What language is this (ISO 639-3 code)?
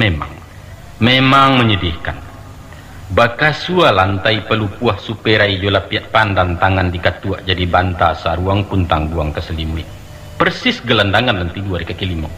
min